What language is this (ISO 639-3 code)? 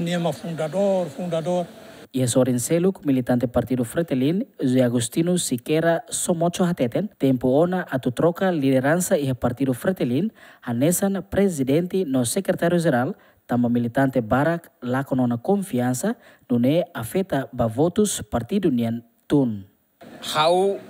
tet